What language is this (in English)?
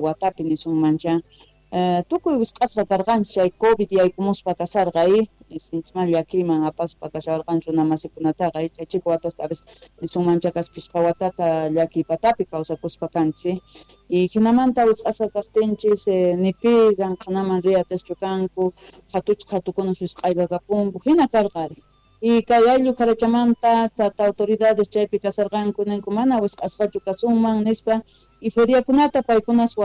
Quechua